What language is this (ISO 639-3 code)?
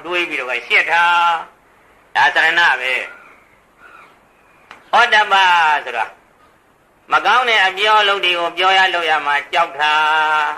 mya